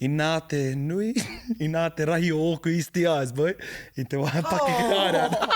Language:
Māori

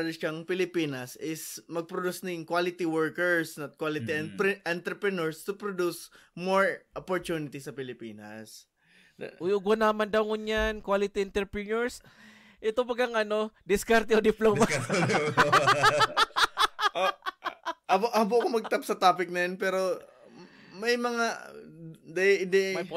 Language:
Bikol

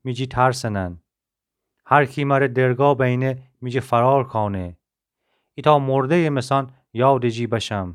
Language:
Gilaki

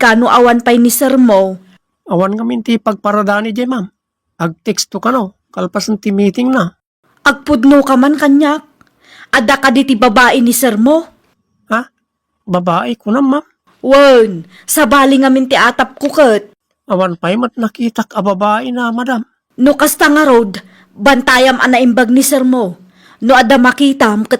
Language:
Iloko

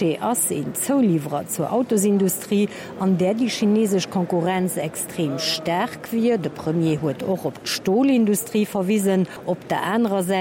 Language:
Luxembourgish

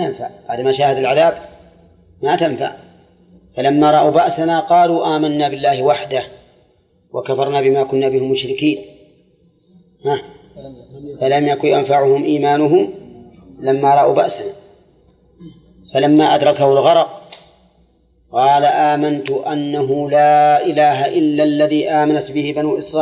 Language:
Arabic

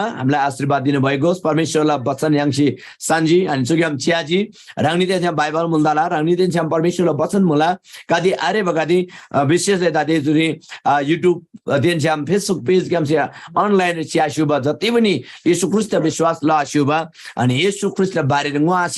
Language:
Eastern Tamang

